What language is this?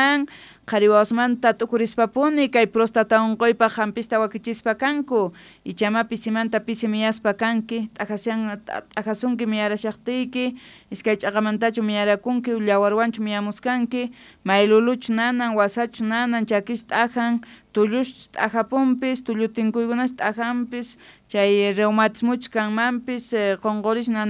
South Bolivian Quechua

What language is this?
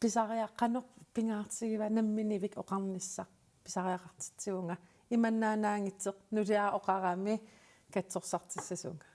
Kalaallisut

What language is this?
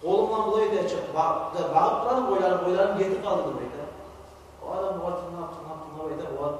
Kumyk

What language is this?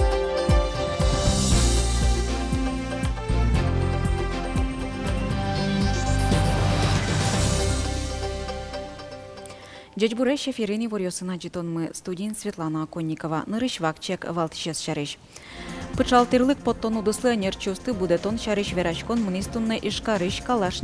Udmurt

